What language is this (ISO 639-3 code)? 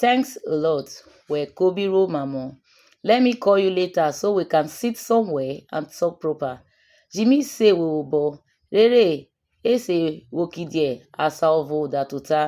urh